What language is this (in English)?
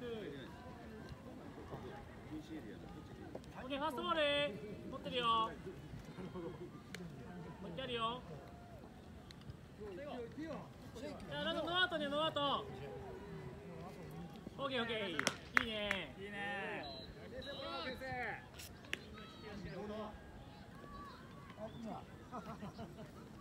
Japanese